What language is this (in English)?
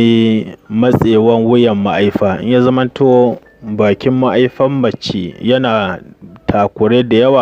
Hausa